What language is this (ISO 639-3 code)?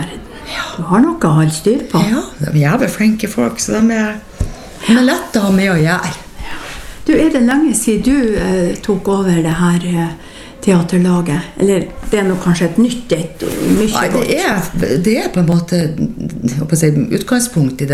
nor